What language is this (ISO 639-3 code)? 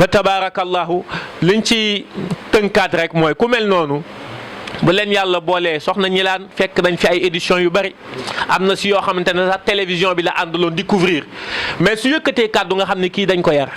wol